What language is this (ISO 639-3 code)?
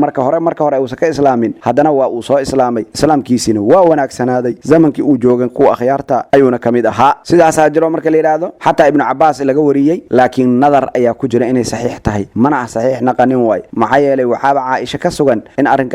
som